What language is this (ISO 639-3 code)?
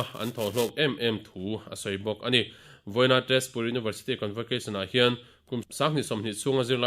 lus